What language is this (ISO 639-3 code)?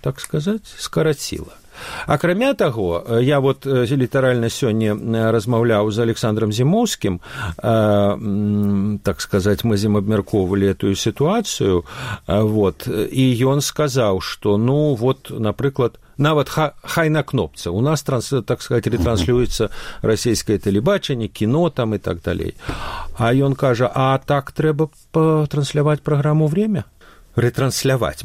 bel